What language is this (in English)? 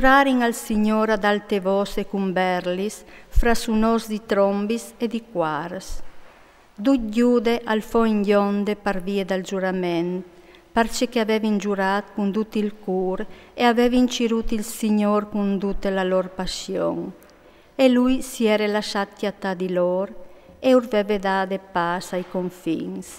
Friulian